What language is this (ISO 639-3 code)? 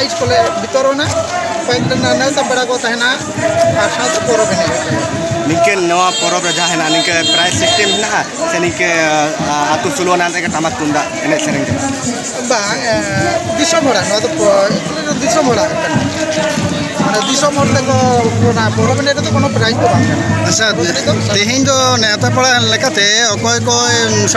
sat